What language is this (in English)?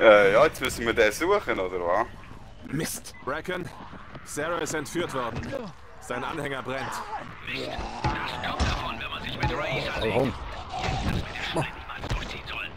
Swiss German